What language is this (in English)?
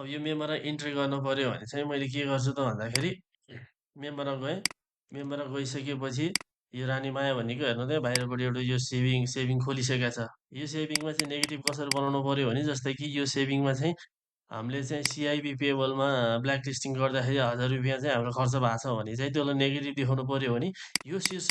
Nepali